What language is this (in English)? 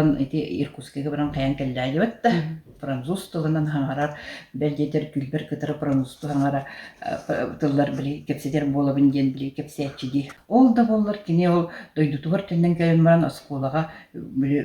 Yakut